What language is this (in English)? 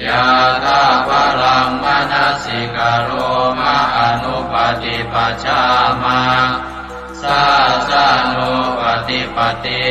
Pali